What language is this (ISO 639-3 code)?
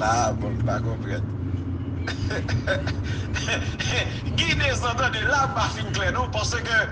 hat